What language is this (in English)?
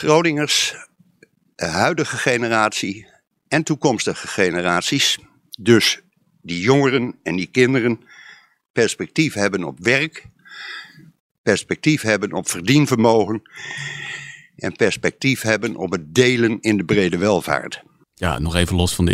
Dutch